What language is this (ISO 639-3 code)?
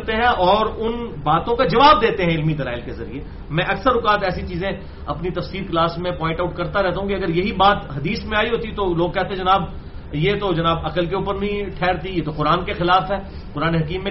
urd